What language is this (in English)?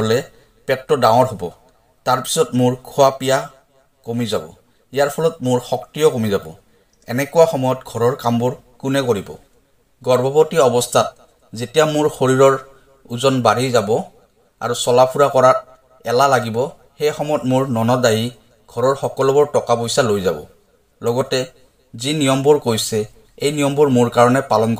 Assamese